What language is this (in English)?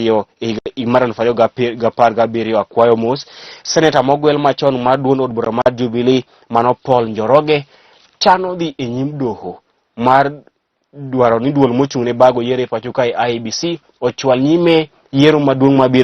Luo (Kenya and Tanzania)